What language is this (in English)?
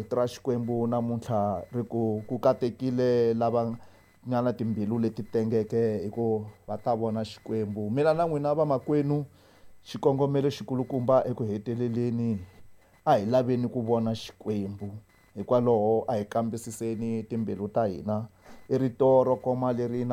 Tsonga